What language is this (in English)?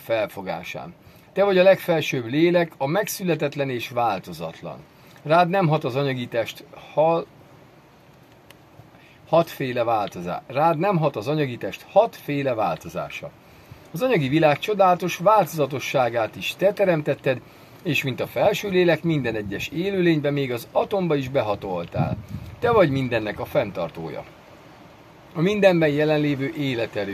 Hungarian